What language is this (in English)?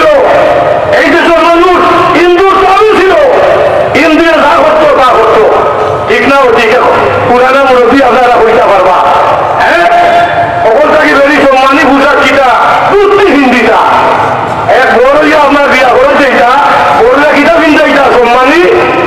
Sylheti